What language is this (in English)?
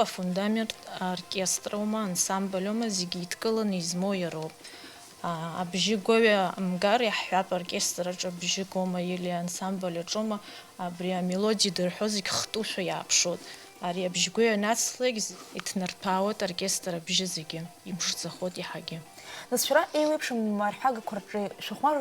Abkhazian